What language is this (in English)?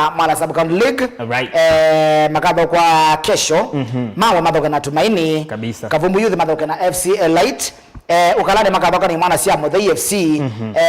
Kamba